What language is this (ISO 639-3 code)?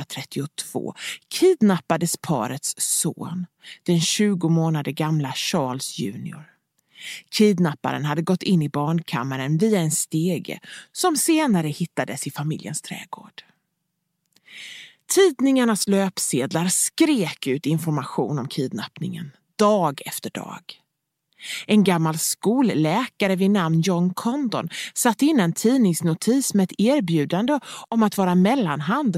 swe